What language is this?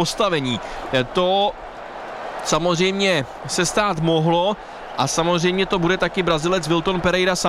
Czech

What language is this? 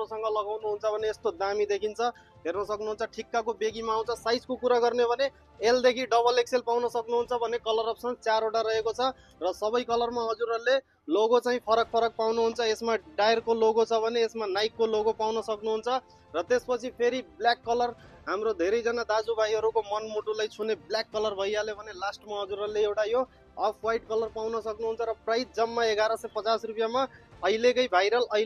Nepali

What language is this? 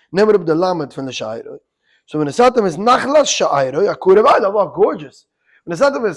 Yiddish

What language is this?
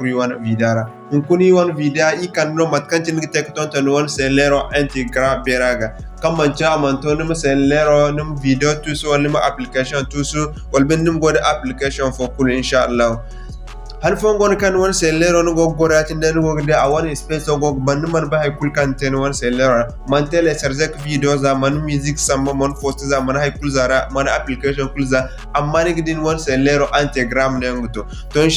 Zarma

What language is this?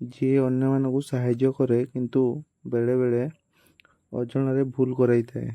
Odia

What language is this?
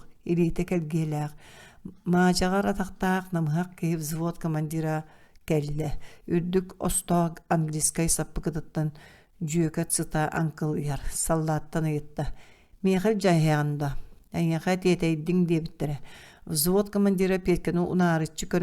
Yakut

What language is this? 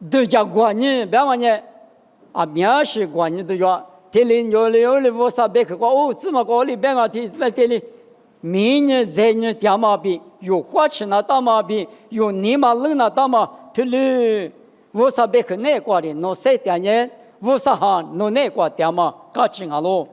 Lisu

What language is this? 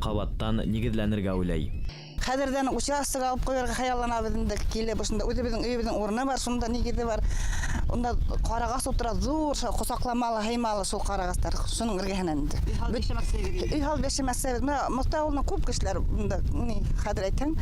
Bashkir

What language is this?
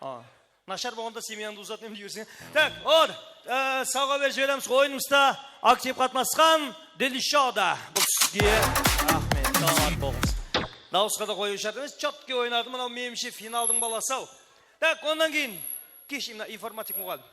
Kara-Kalpak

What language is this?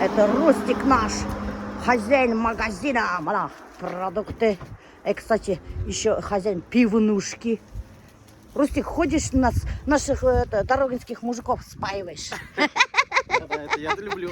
Bashkir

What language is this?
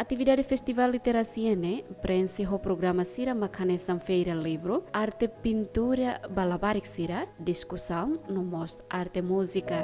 Tetum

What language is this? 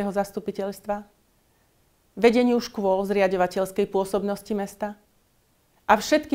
Slovak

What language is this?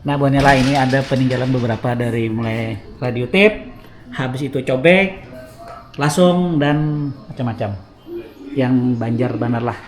Banjar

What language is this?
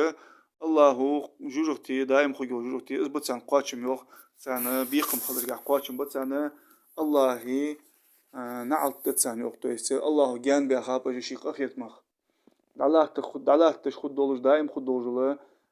Ingush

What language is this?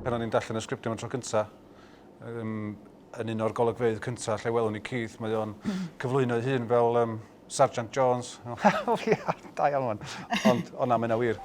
Welsh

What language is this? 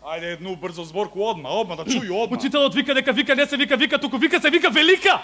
Macedonian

